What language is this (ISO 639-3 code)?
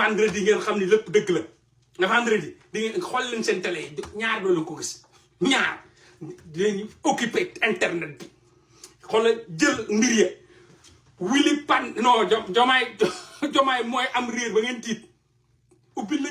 wol